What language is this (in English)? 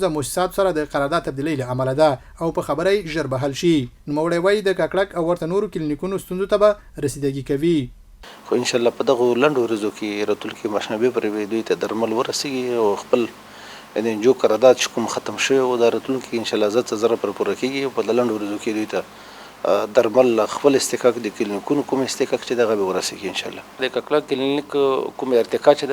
Pashto